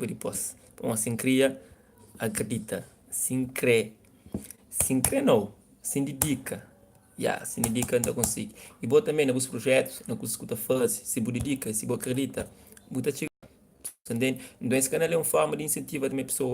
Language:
Kabuverdianu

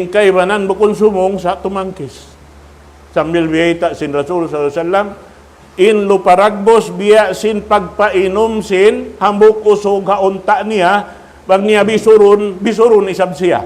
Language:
Tausug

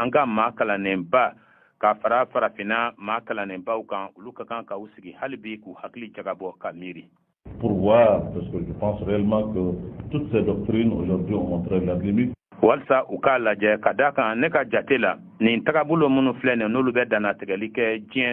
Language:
Bambara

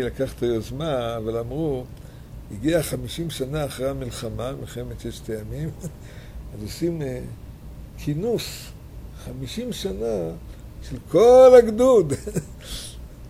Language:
Hebrew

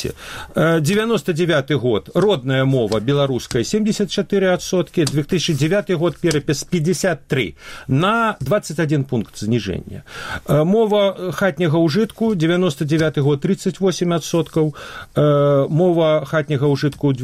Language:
Belarusian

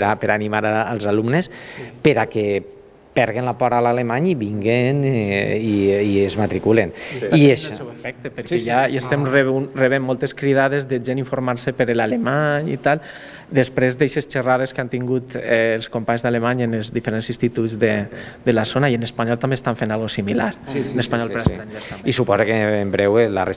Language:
Catalan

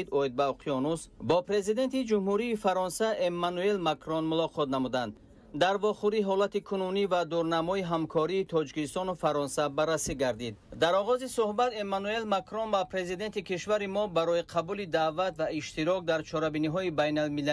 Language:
Tajik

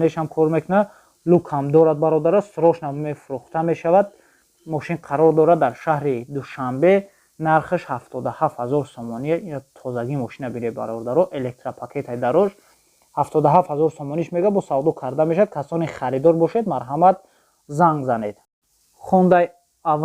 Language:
Tajik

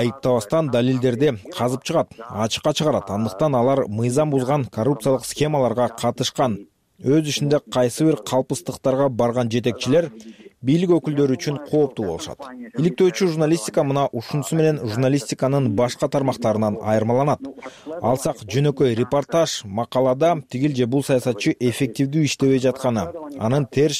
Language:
Kyrgyz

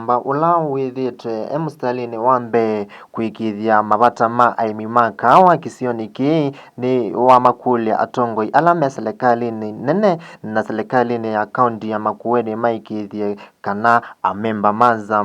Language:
Kamba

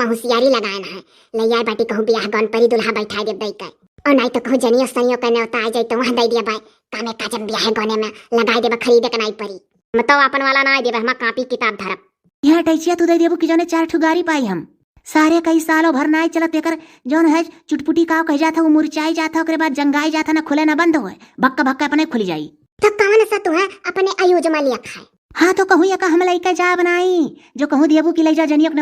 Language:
Awadhi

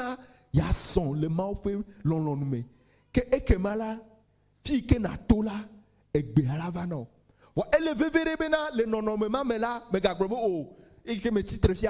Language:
Ewe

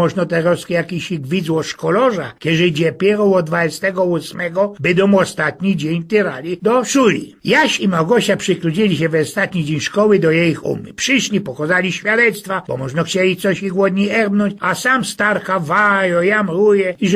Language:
Silesian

